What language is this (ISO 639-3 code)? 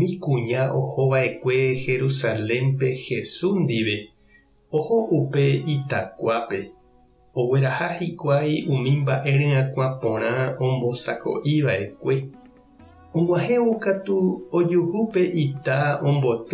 grn